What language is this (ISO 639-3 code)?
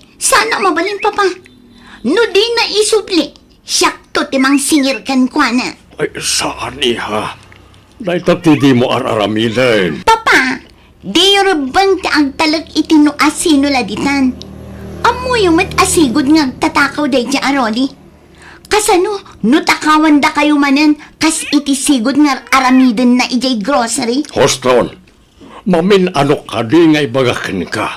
ilo